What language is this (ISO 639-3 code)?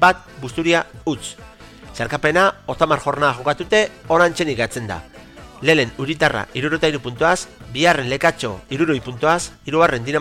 eus